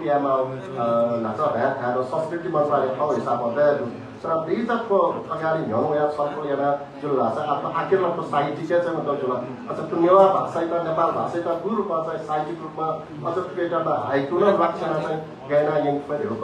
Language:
Newari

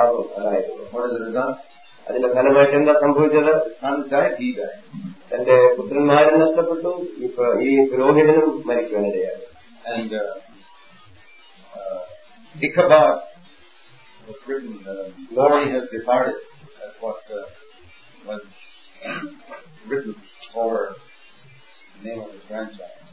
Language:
Malayalam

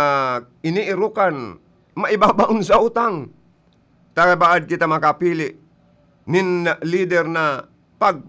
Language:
Bikol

